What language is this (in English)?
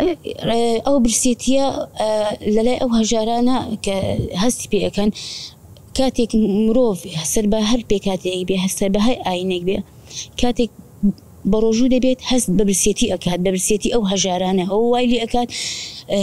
Central Kurdish